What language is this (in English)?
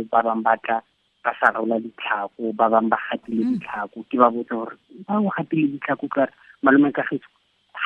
Tswana